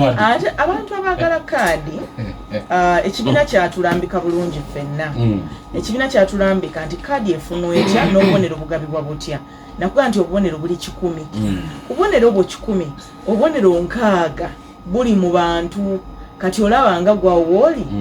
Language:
Ganda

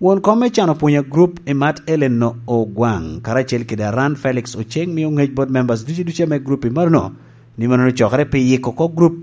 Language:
Lango (Uganda)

